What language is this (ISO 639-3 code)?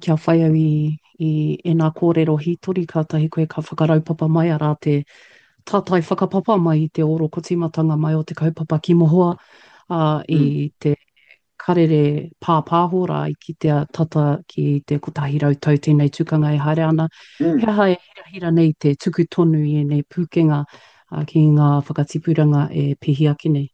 mri